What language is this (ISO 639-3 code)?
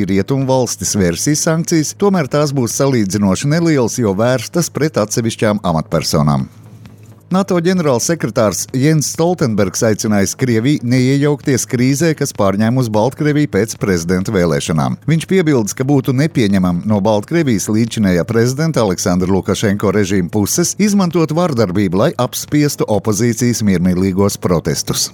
lav